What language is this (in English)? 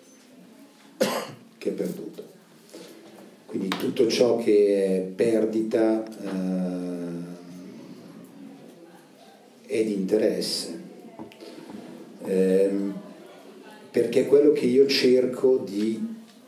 Italian